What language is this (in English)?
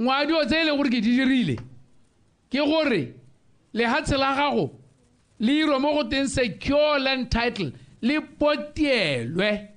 Tswana